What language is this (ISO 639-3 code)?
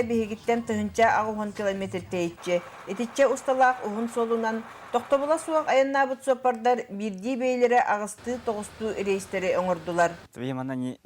sah